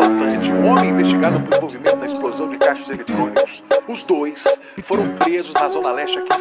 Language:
Portuguese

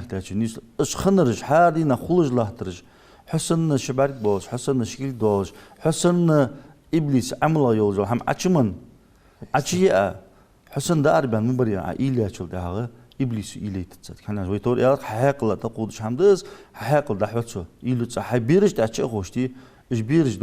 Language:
Ingush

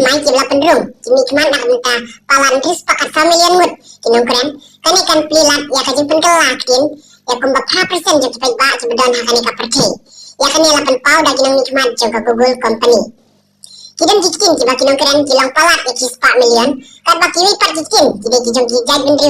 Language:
Khasi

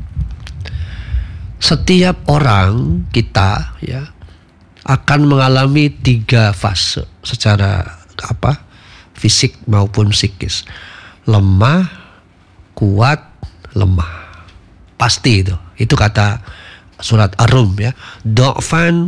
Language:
Indonesian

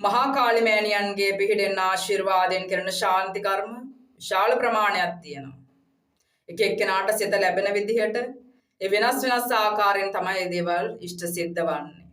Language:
Sinhala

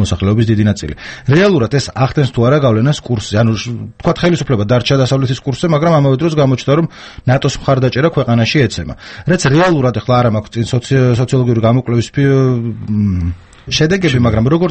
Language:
Georgian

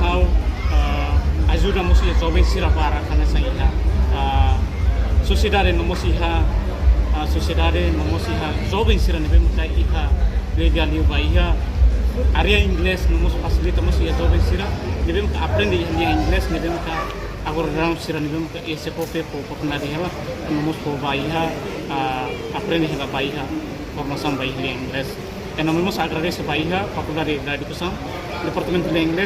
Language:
Tetum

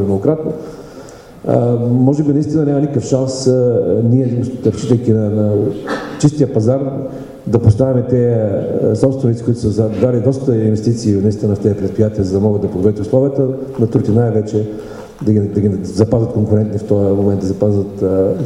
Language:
Bulgarian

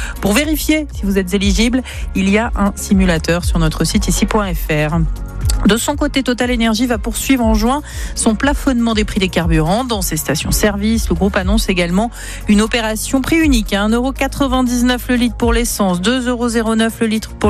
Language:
French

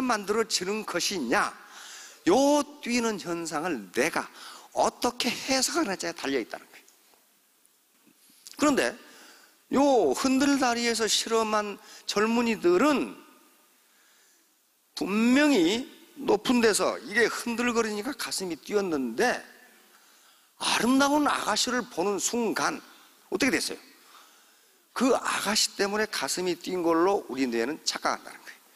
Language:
Korean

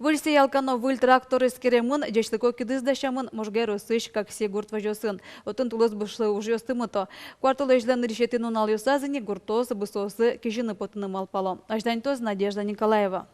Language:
Udmurt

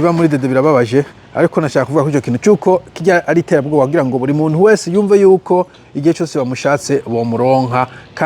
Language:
Rundi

